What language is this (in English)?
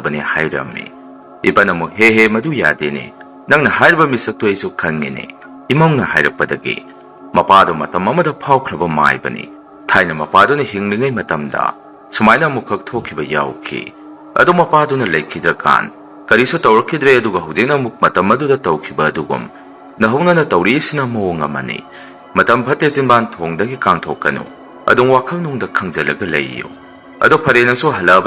Manipuri